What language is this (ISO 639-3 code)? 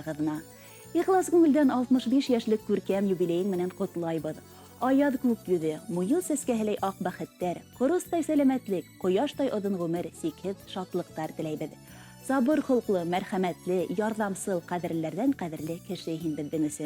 bak